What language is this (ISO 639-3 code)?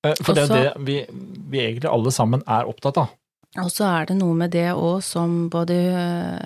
nor